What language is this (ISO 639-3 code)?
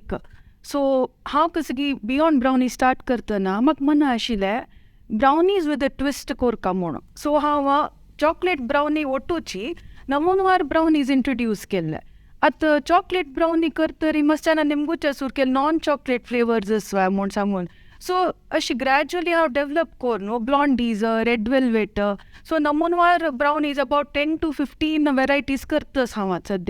kok